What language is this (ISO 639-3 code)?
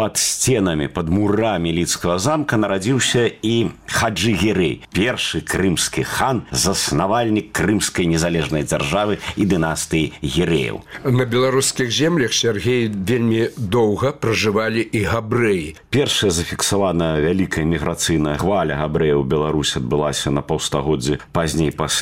bel